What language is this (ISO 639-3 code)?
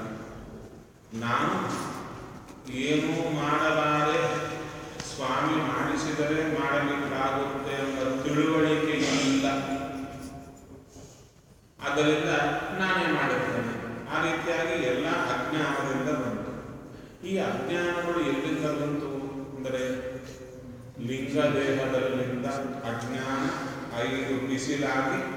kan